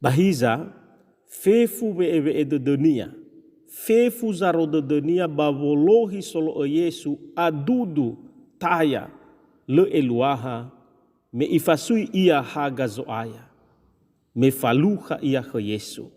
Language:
Nias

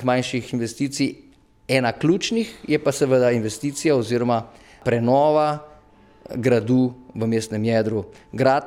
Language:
Slovenian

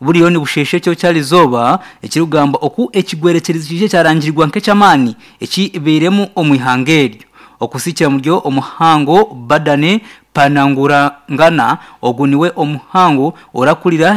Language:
Nyankole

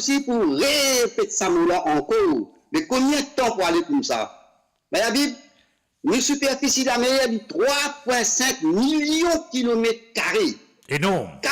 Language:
Morisyen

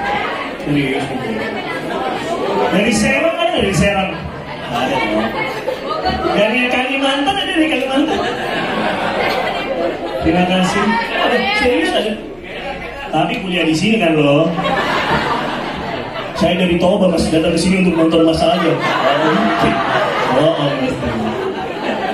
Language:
Indonesian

